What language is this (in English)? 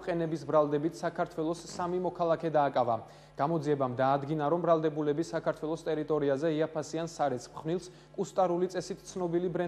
Georgian